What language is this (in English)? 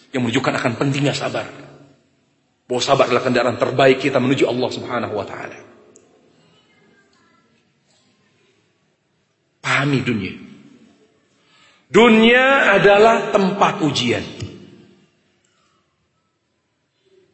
Indonesian